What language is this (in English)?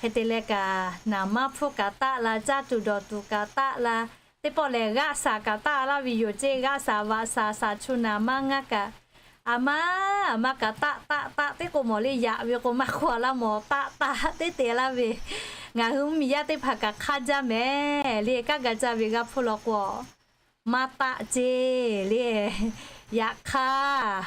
Lahu